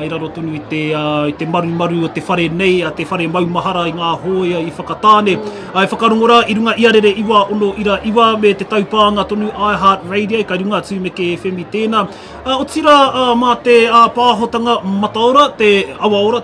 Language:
Māori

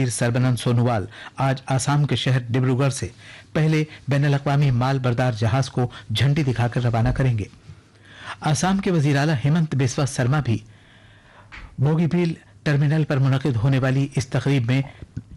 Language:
Urdu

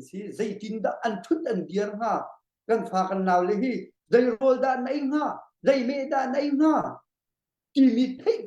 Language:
Hakha Chin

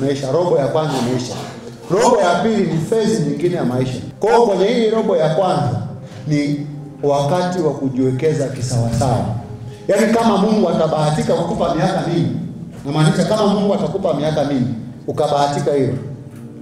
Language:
Swahili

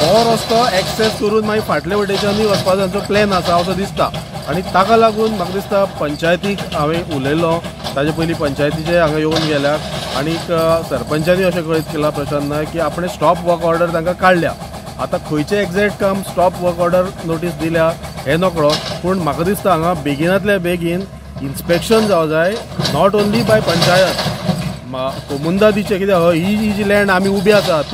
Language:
Konkani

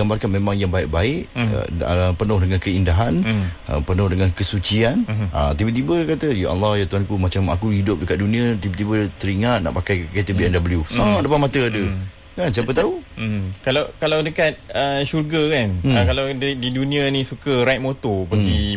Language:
Malay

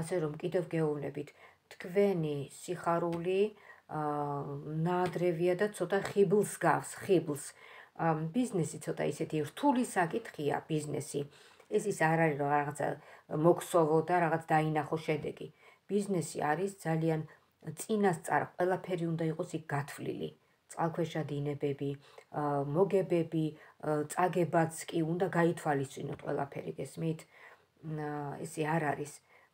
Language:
Georgian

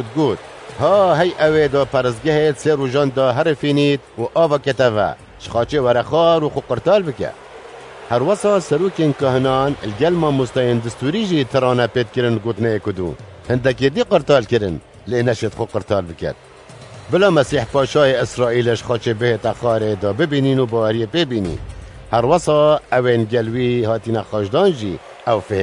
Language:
Kurdish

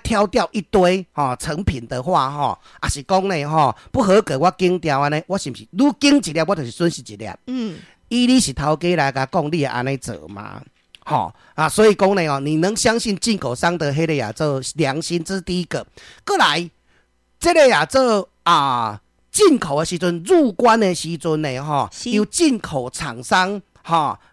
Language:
Min Nan Chinese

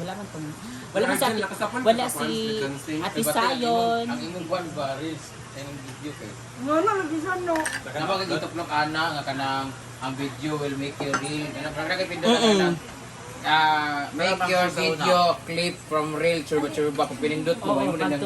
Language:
Cebuano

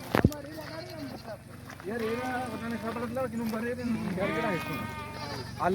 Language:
Brahui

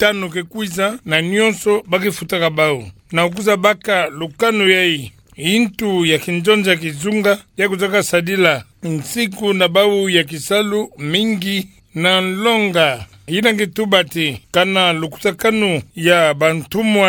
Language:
Kituba (Democratic Republic of Congo)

